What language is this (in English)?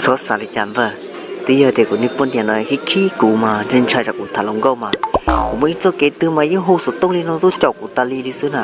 Hmong